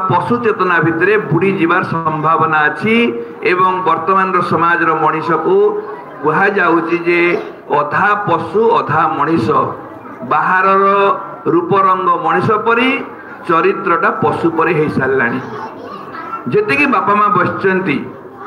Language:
Odia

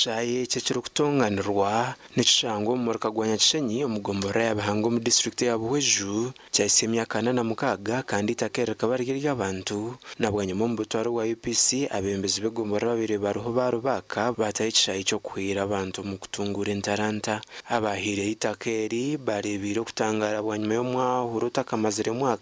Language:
Nyankole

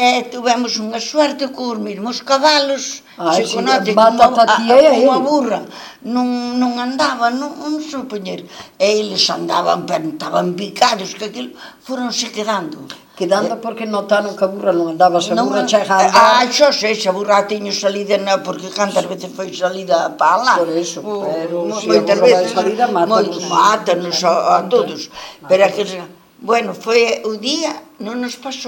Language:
Galician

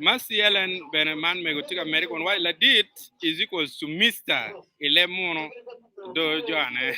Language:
Acoli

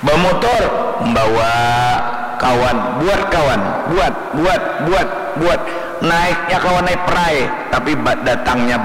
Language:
Banjar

